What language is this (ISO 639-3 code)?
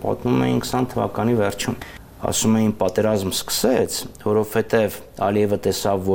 hye